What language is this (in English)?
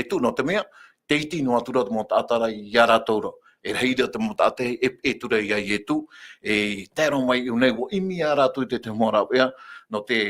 Tahitian